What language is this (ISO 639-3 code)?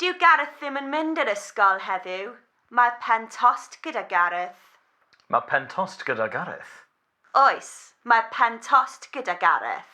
cym